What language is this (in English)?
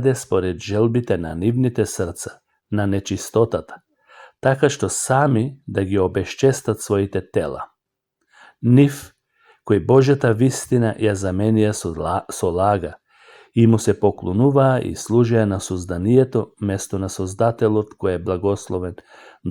Macedonian